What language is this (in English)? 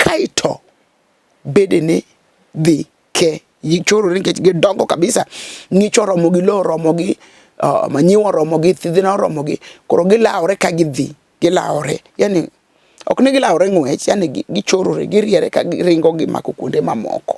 Luo (Kenya and Tanzania)